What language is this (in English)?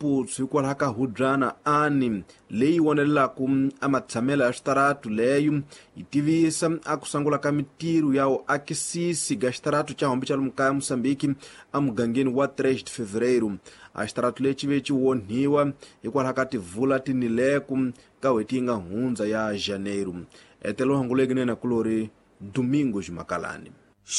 Tsonga